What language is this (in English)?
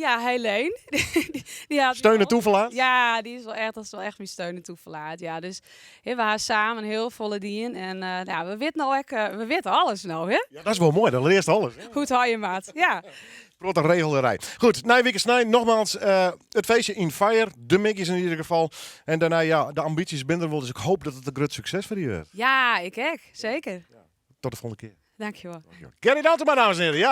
Western Frisian